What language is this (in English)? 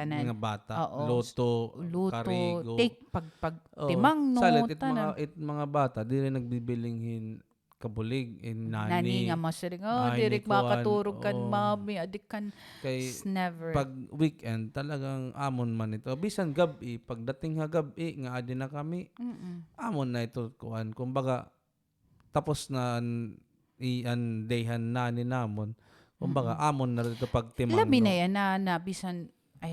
Waray